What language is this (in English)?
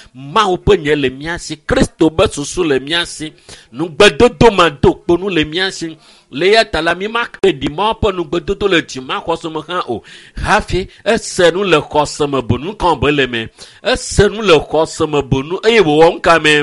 Ewe